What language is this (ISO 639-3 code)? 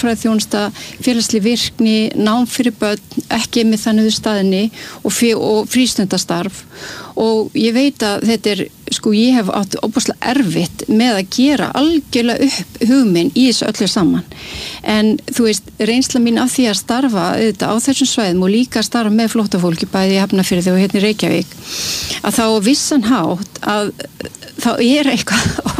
isl